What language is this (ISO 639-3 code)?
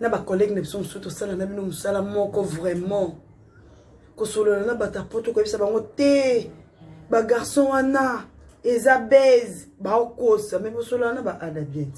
lin